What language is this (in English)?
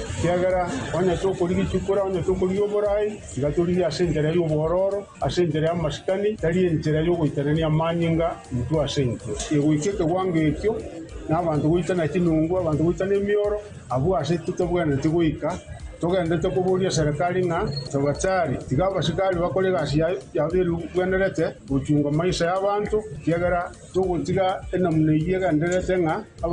Gusii